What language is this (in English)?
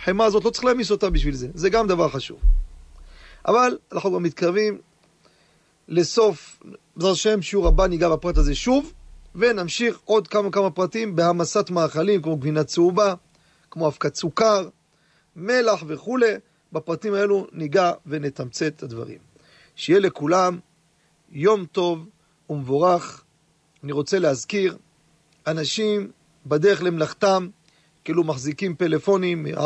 Hebrew